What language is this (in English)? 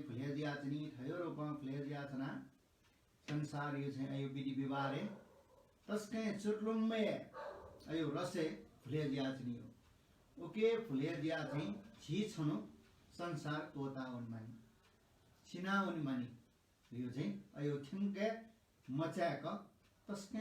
Newari